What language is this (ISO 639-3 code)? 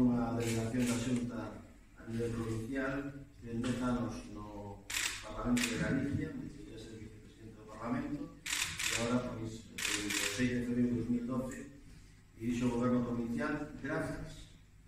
glg